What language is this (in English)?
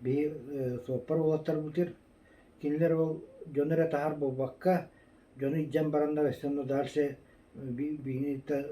Yakut